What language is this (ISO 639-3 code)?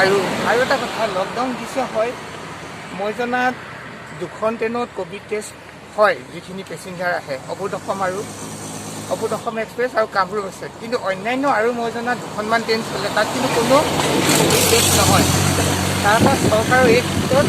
asm